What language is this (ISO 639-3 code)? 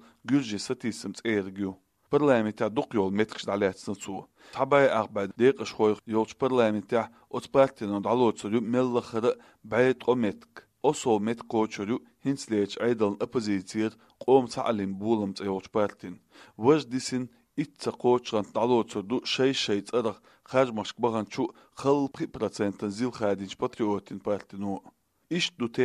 che